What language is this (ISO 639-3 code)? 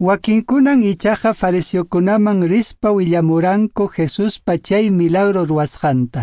que